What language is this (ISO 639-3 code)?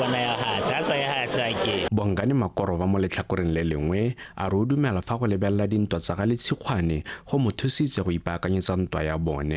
tsn